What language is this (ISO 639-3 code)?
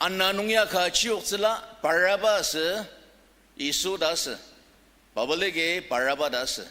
njo